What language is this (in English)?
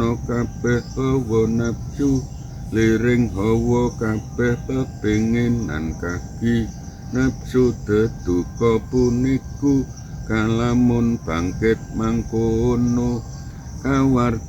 Javanese